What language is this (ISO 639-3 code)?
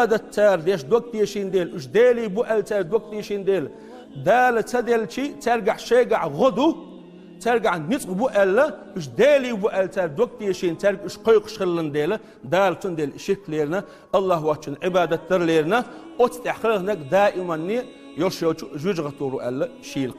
che